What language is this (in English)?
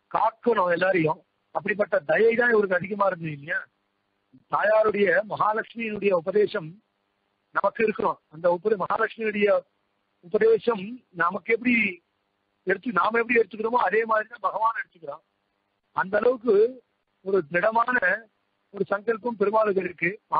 Tamil